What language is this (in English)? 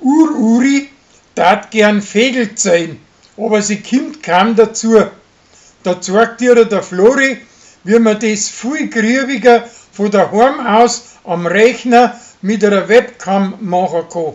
Bavarian